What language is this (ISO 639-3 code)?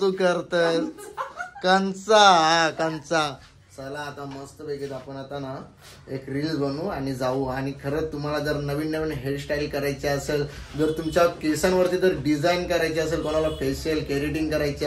mar